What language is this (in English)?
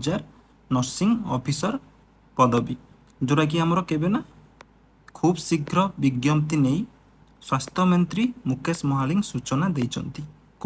Odia